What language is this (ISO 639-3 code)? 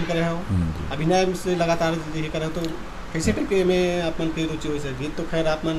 hne